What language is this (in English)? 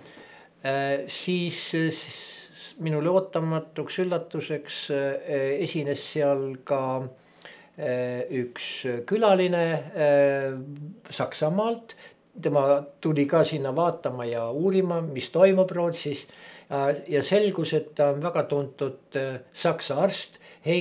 Estonian